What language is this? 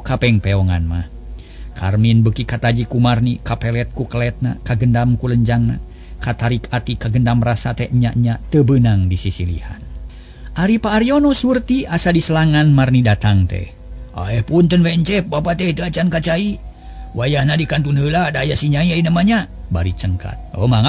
Sundanese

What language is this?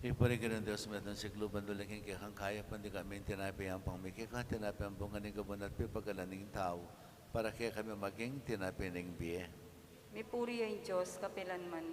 Pampanga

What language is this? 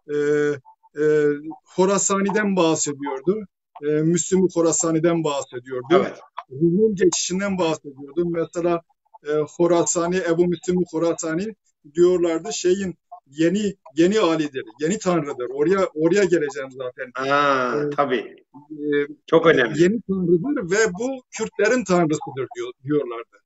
Turkish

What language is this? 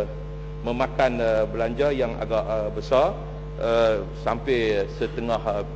Malay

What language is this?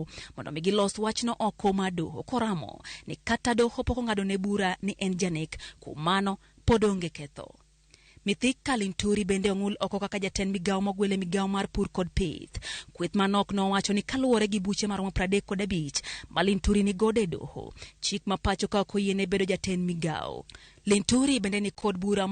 Luo (Kenya and Tanzania)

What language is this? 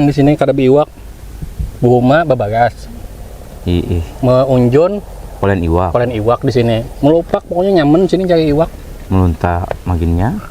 Banjar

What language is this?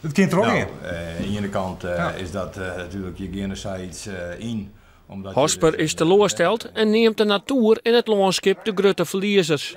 Western Frisian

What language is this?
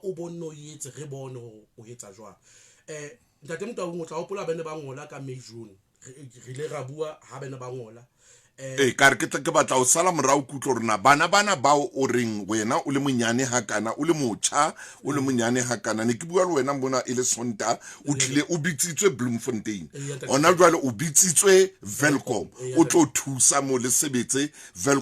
Southern Sotho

